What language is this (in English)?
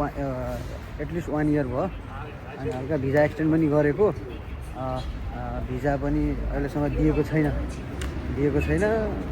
Nepali